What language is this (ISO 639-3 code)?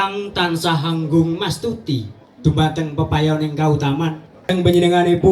jav